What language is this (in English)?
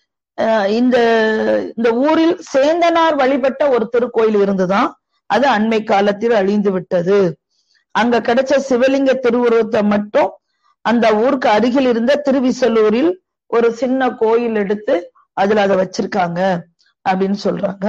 Tamil